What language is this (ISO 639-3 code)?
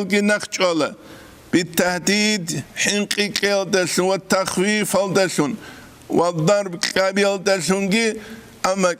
ava